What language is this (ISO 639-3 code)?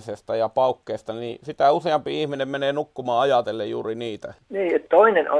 fin